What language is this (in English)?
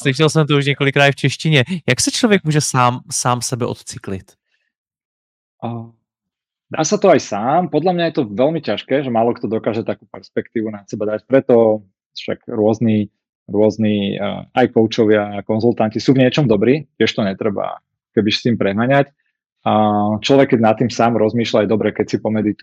Slovak